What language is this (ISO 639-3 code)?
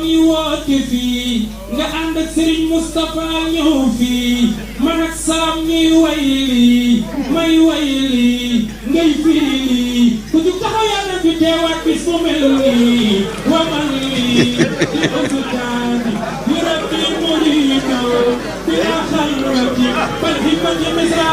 wol